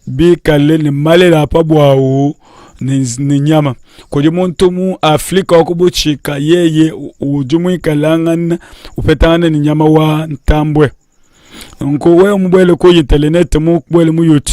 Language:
Luba-Lulua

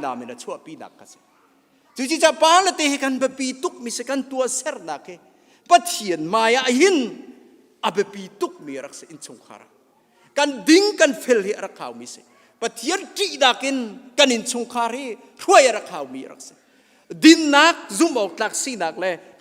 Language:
Hakha Chin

